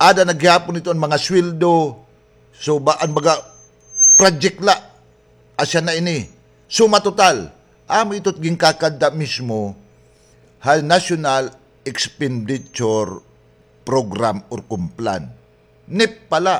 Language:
Waray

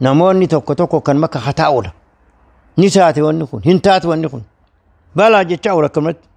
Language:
Oromo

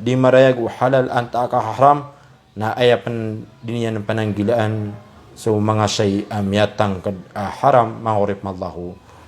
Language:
Maranao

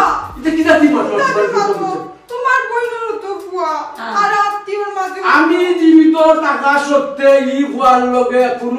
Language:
Sylheti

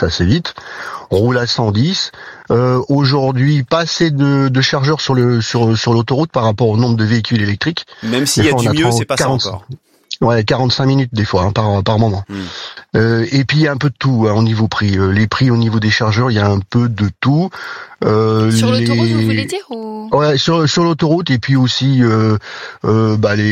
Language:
French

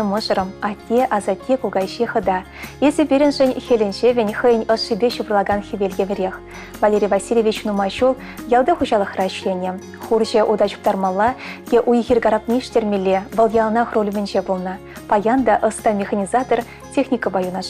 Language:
Chuvash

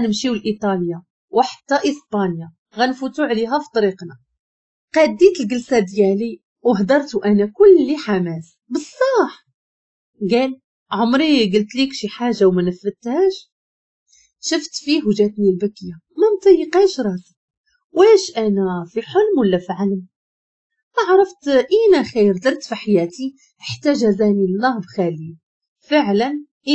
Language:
Moroccan Arabic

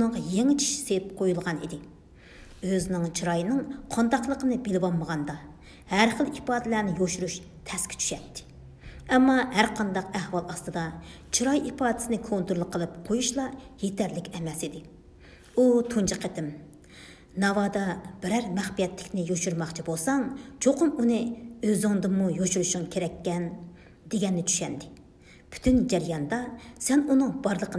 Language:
Uyghur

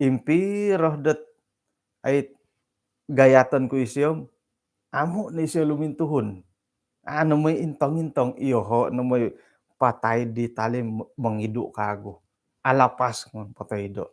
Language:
Central Dusun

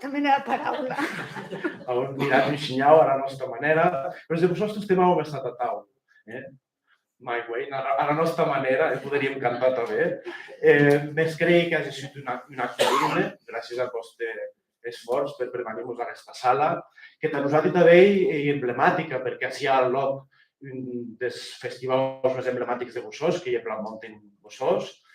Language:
Occitan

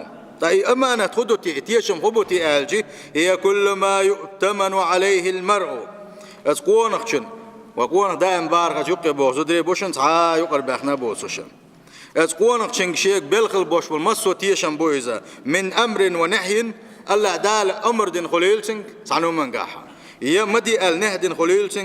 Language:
Chechen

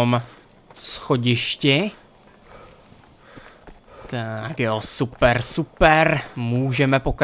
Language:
Czech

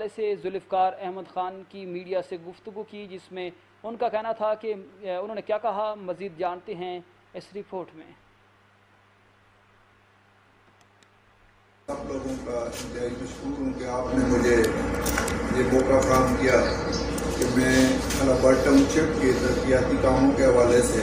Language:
Urdu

